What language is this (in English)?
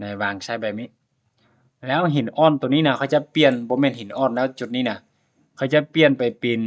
Lao